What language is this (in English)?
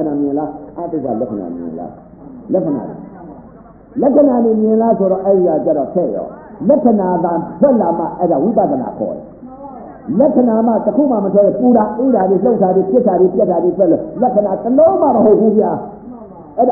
Burmese